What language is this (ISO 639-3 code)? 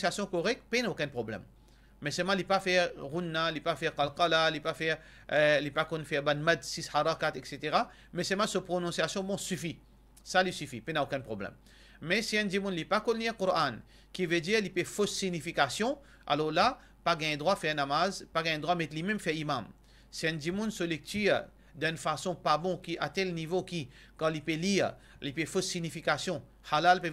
mfe